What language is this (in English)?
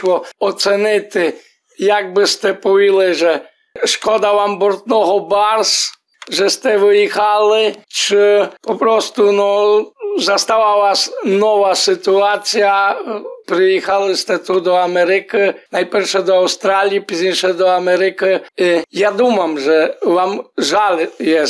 Rusyn